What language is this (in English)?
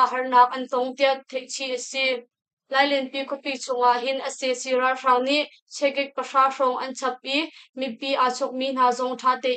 Hakha Chin